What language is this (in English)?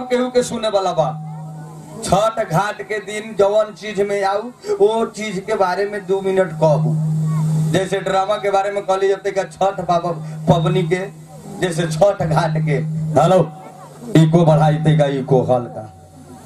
Bhojpuri